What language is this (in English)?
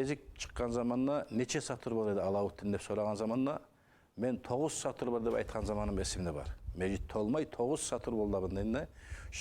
Kumyk